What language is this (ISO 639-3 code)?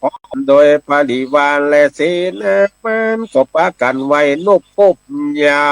nod